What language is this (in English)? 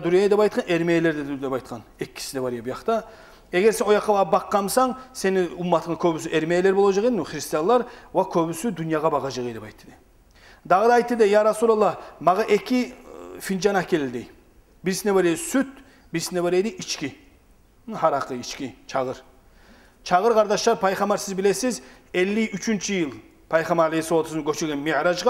Kumyk